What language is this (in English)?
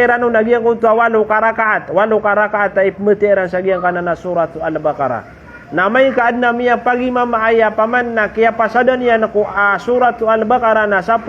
Maranao